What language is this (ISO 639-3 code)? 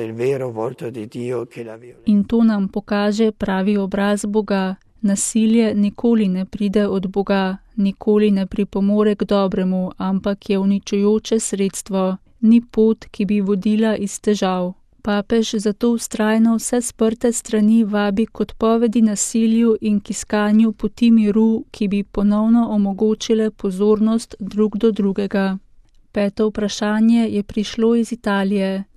slv